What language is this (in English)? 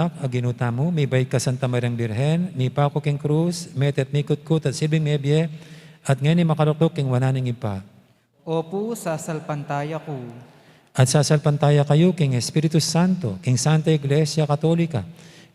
Pampanga